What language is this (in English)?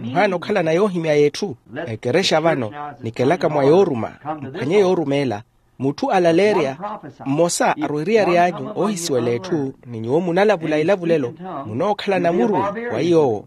Makhuwa